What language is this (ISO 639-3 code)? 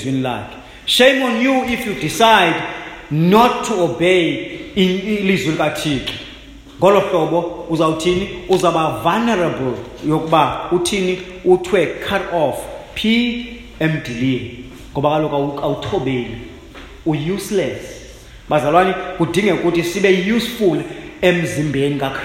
xho